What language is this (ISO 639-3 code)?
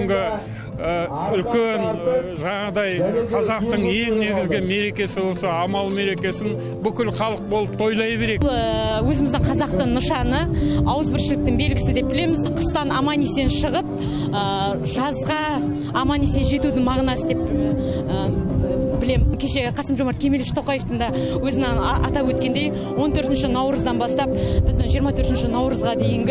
kaz